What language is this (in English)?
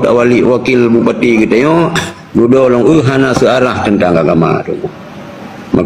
Achinese